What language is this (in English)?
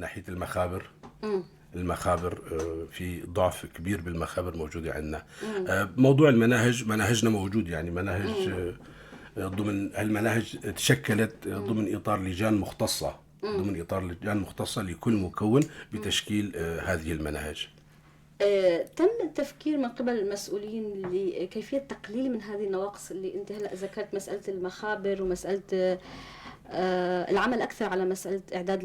North Levantine Arabic